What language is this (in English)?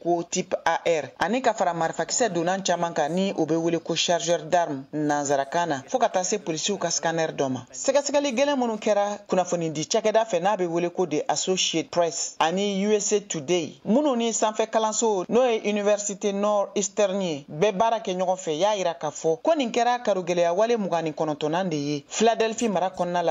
Bambara